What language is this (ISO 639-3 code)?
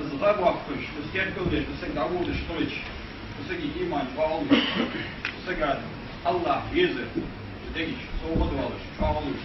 inh